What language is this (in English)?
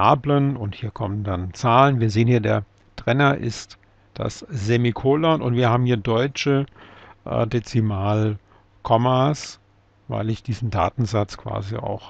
German